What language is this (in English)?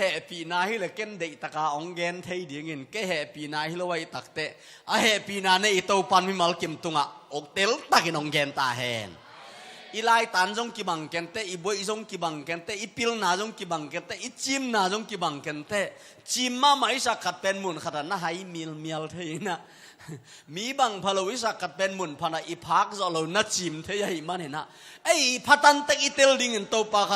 Tedim Chin